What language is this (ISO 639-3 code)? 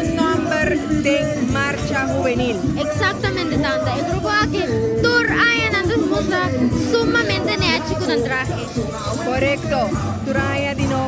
pap